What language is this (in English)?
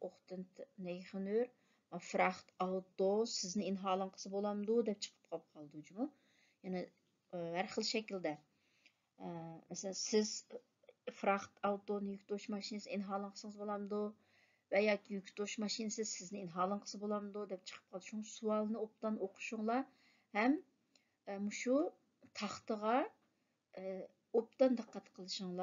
Uyghur